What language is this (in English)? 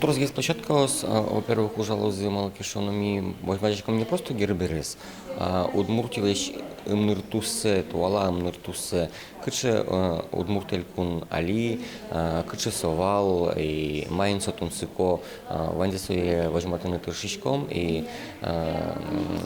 Udmurt